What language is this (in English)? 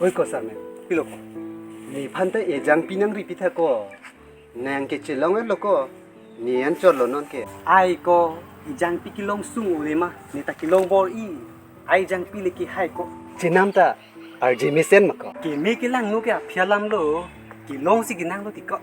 Karbi